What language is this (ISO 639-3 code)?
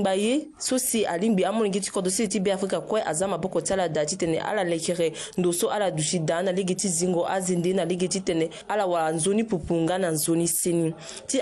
sag